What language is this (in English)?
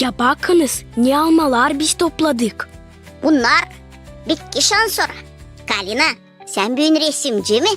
Gagauz